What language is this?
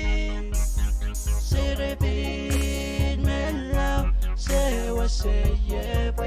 Pohnpeian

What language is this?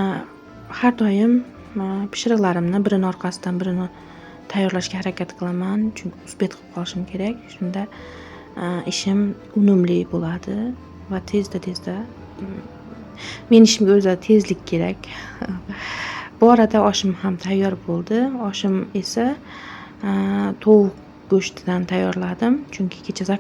Uzbek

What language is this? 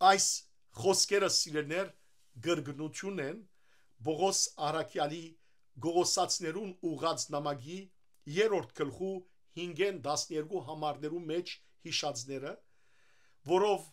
Western Armenian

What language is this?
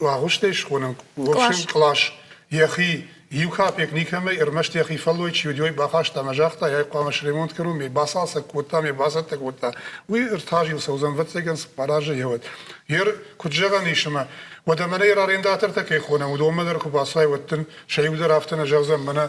Ossetic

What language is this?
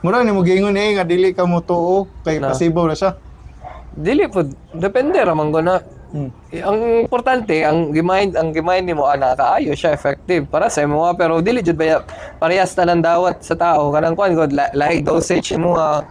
Cebuano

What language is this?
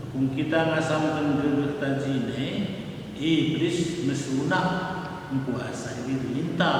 Batak Karo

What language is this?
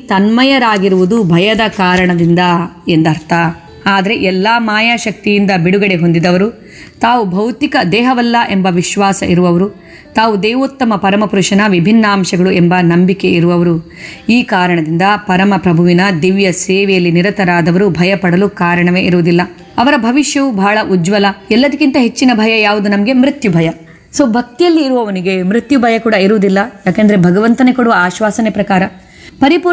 Kannada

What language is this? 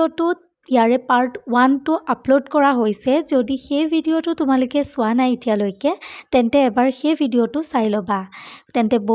Assamese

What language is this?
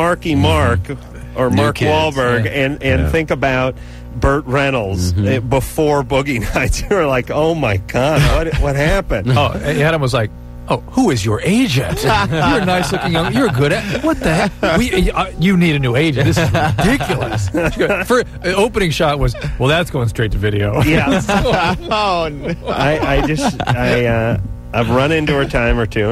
English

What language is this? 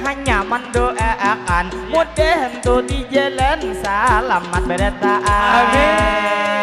Banjar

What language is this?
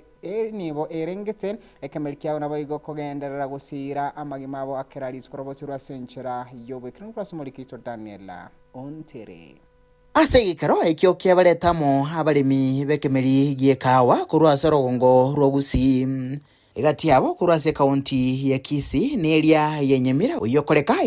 Gusii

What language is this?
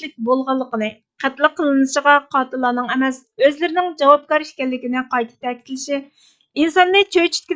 Uyghur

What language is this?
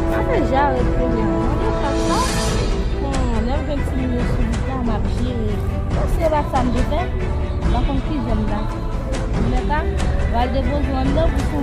Haitian Creole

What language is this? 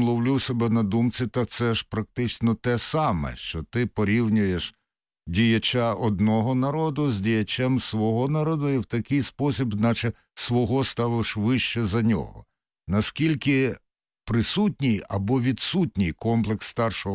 Ukrainian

